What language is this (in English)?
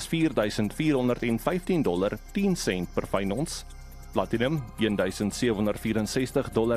Afrikaans